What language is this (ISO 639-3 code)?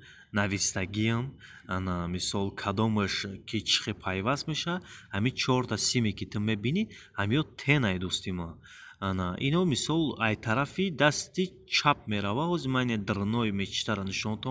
tgk